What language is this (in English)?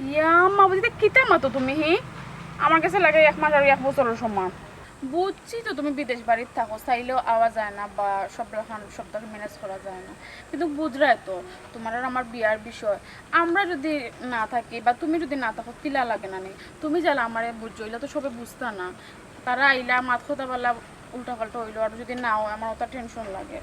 Sylheti